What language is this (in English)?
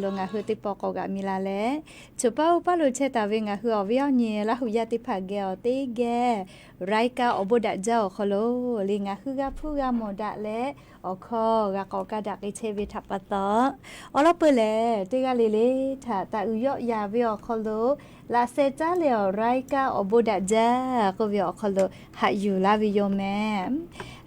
Lahu